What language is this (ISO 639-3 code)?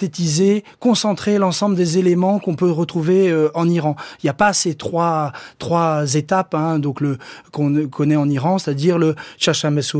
fra